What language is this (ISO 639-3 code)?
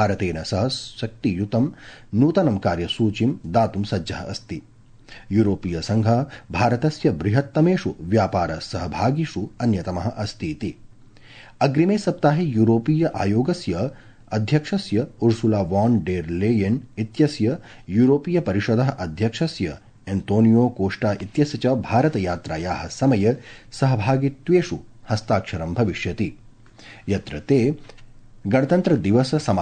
san